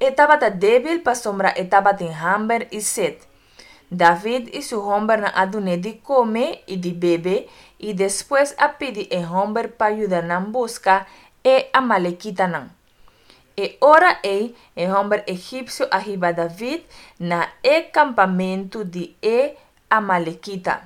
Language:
Papiamento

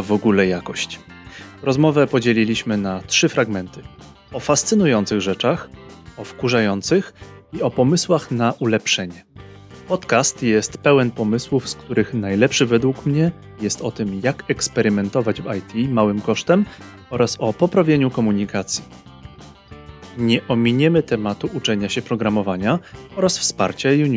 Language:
Polish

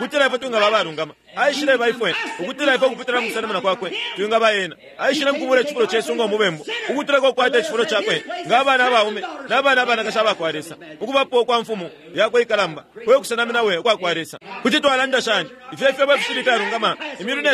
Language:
Bemba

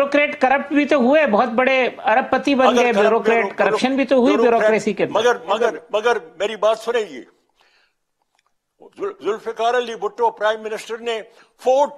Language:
Urdu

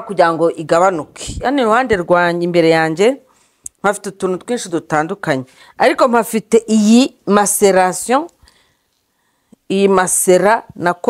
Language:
Kinyarwanda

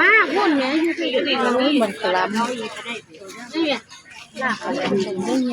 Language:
Northeastern Thai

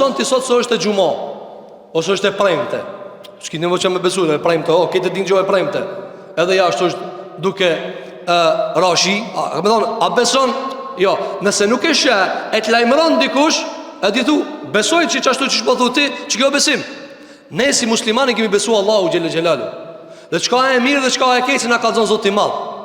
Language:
Albanian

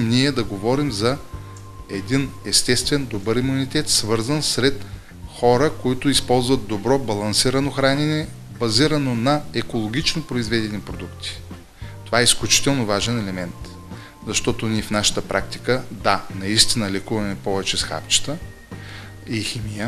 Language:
Bulgarian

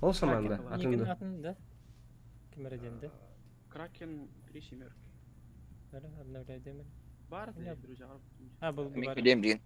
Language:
Yakut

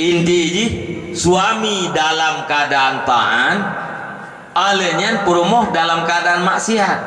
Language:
Achinese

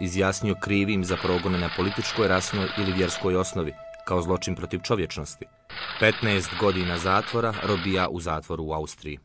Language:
Bosnian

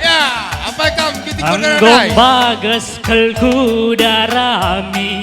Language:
Batak Karo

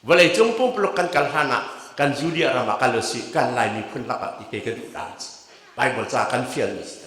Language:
Hakha Chin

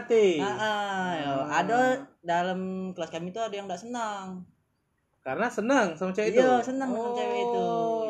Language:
Indonesian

